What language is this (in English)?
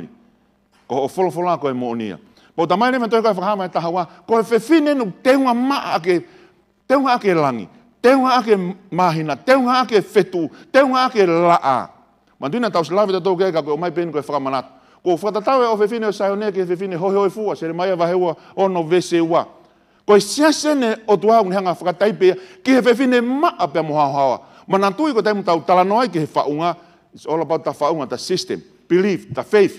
Tongan